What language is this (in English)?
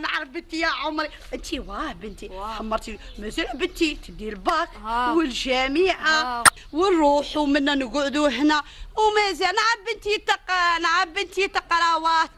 Algerian Arabic